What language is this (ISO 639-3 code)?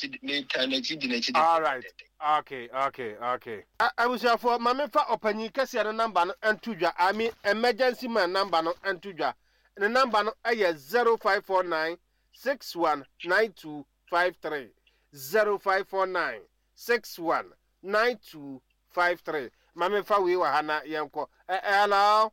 aka